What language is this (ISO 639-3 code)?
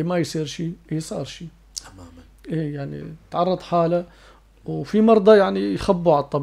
apc